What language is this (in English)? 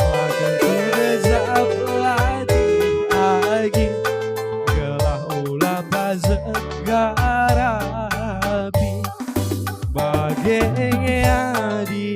Batak Karo